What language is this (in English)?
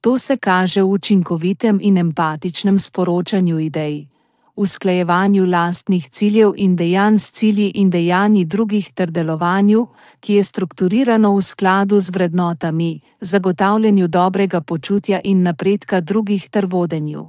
Slovenian